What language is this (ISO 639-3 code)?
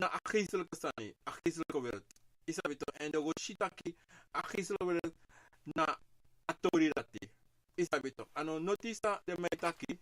srn